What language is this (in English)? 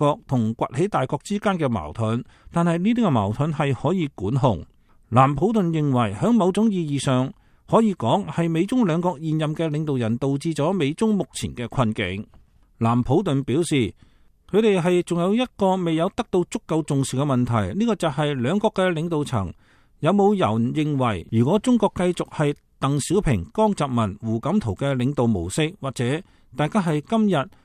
Cantonese